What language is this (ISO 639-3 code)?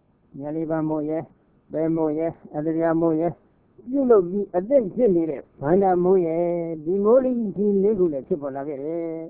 mya